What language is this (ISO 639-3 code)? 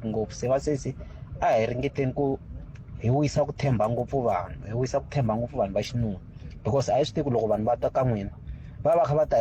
tso